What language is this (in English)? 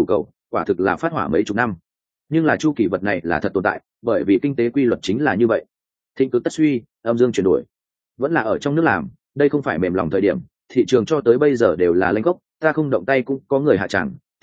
Vietnamese